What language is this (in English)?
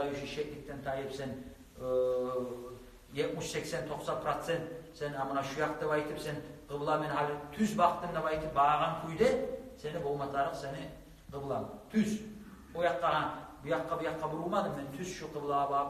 Kumyk